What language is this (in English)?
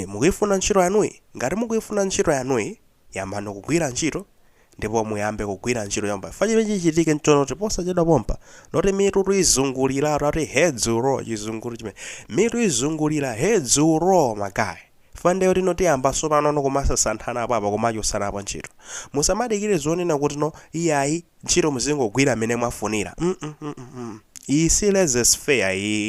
Nyanja